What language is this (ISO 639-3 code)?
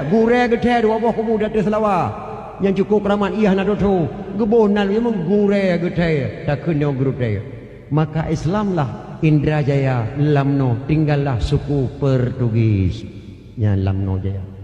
ace